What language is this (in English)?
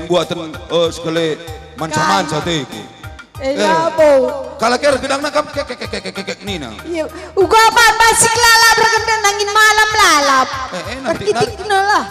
Batak Karo